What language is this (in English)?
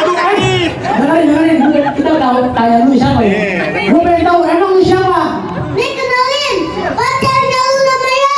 Betawi